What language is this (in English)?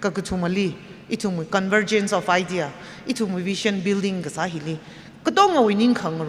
Tangkhul Naga (India)